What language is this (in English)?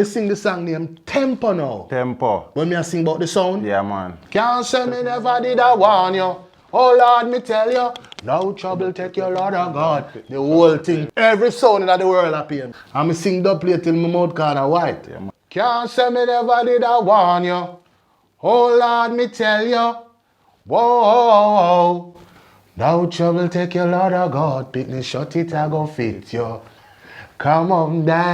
Jamaican Creole English